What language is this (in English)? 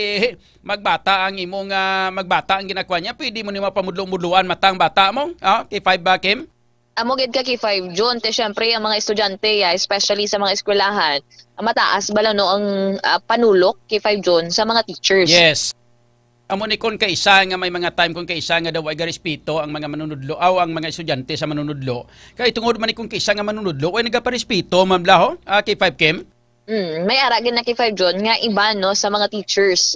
Hiligaynon